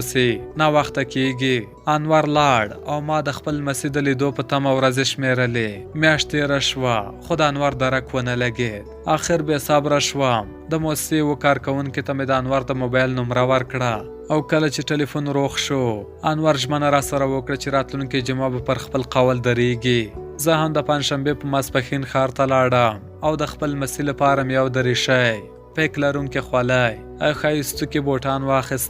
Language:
Pashto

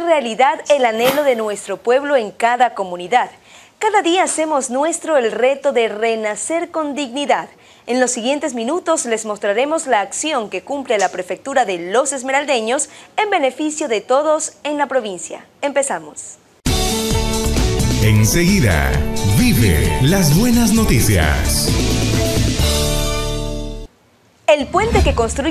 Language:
Spanish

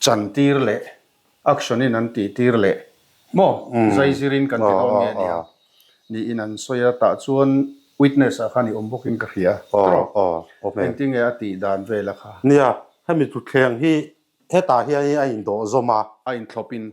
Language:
Mizo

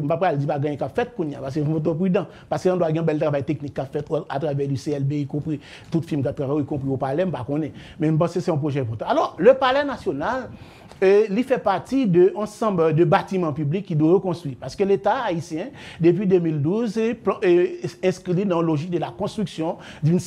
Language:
French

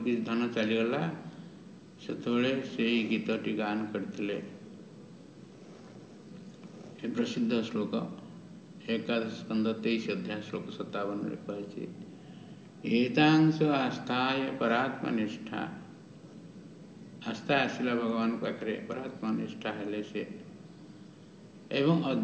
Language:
Odia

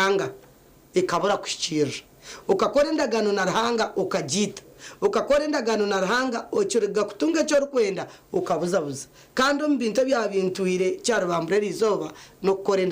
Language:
Nyankole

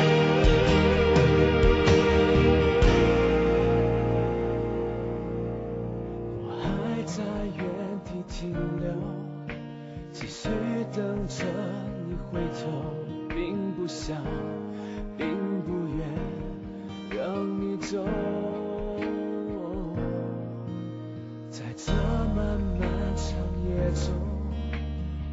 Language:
Chinese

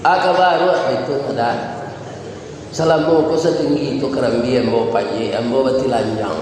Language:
Minangkabau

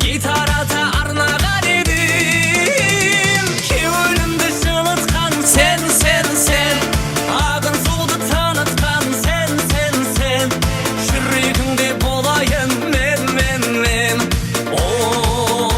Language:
Kara-Kalpak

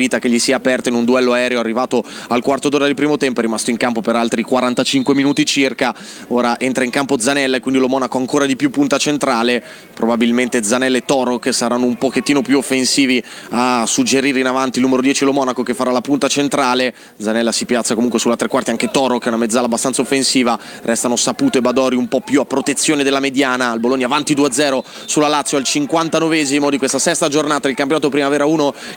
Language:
Italian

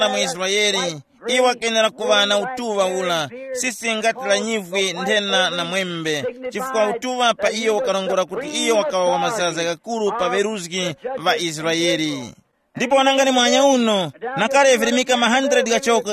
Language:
Tumbuka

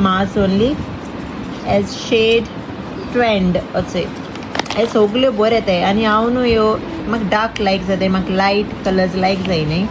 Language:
Konkani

